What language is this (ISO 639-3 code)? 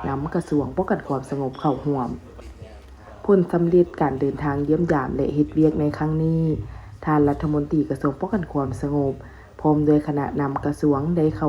lao